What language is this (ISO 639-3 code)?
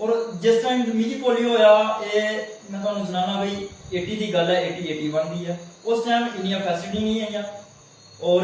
doi